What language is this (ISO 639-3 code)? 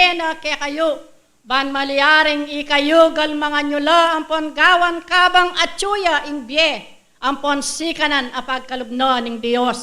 pam